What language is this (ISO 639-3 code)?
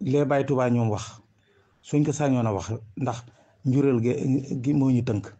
wol